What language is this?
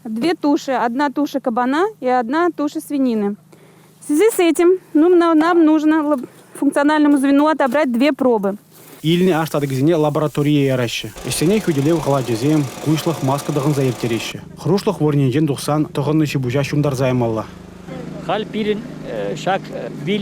Chuvash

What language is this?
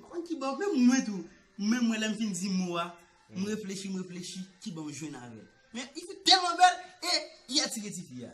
Haitian Creole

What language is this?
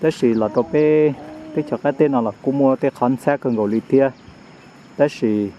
Hmong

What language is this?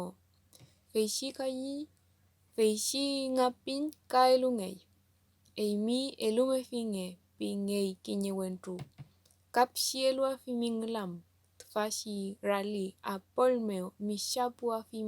Mapuche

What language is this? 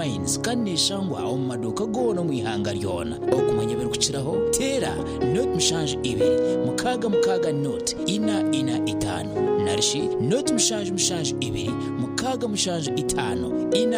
Nyankole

